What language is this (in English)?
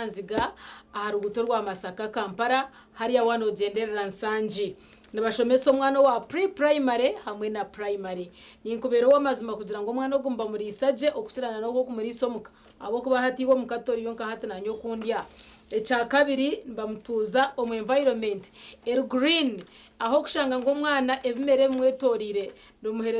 Nyankole